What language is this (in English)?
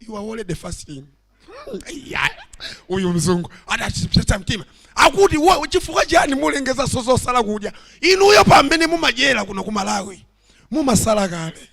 Nyanja